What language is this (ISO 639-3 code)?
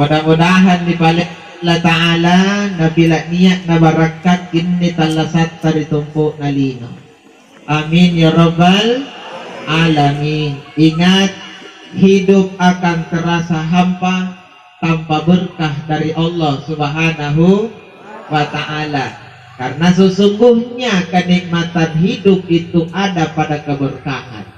mak